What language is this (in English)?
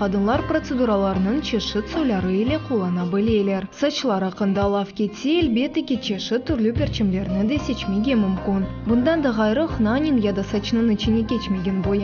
Crimean Tatar